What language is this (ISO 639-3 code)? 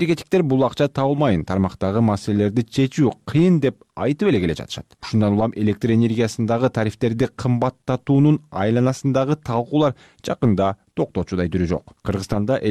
kir